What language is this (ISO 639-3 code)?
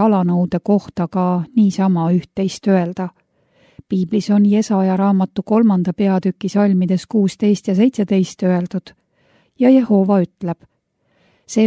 est